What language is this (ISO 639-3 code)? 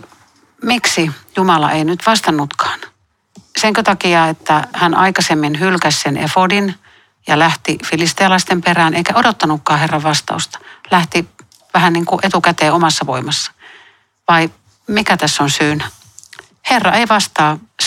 fin